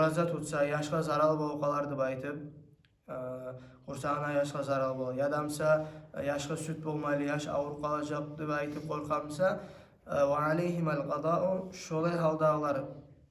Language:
Kumyk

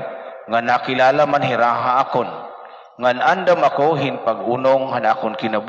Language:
Waray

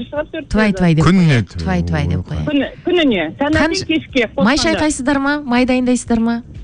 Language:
Kazakh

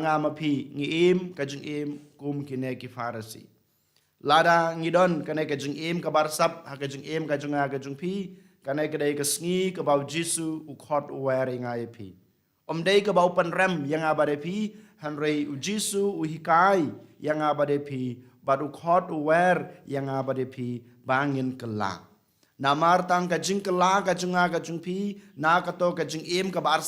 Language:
Khasi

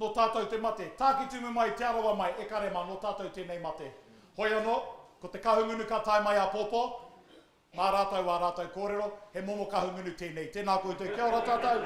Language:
Māori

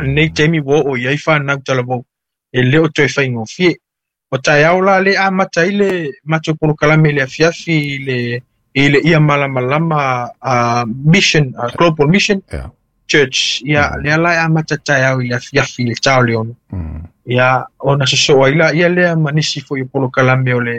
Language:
Samoan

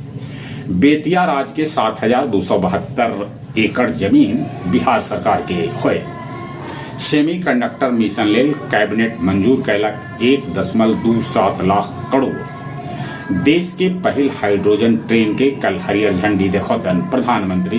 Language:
Magahi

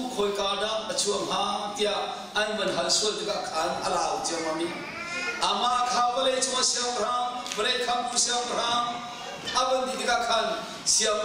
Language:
Hakha Chin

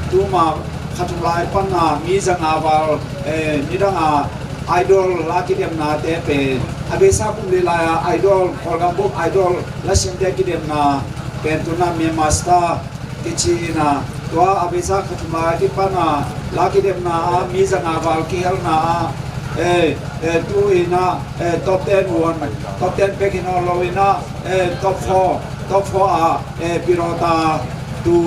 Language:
Tedim Chin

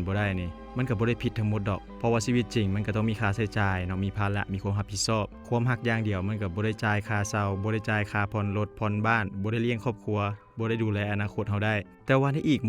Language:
Lao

